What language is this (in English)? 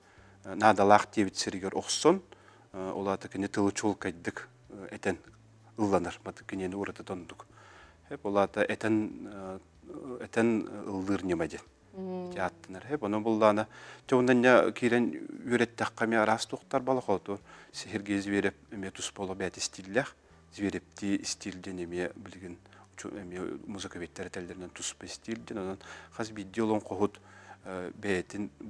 Yakut